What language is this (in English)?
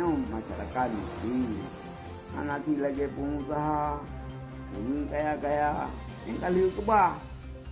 Achinese